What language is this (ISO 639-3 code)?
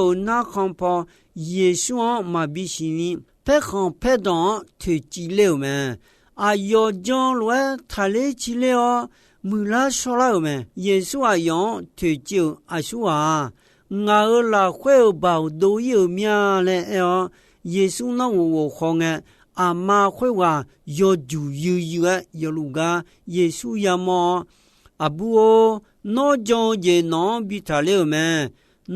ahk